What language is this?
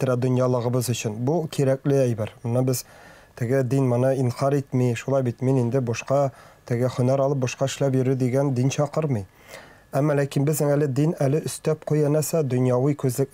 Tatar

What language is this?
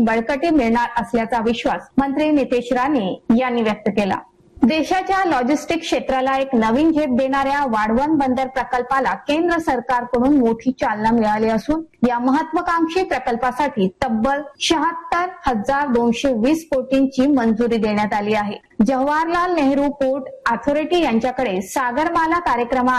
Marathi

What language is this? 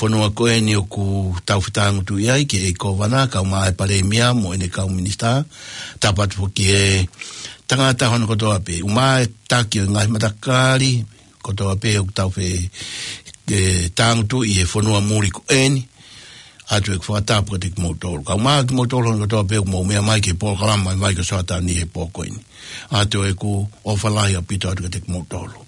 Tongan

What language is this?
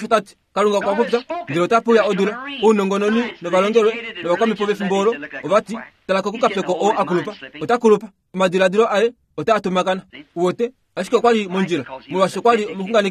Kuanyama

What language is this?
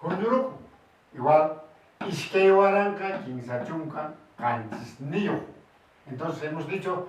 Quechua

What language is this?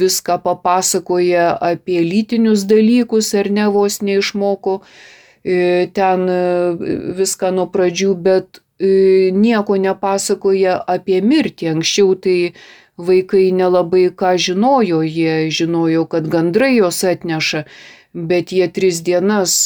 Lithuanian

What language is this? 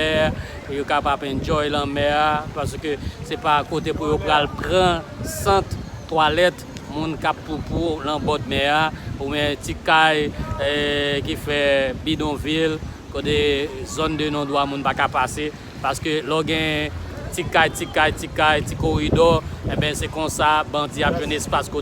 Haitian Creole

